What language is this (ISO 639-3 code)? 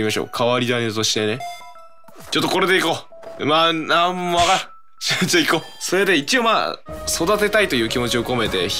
jpn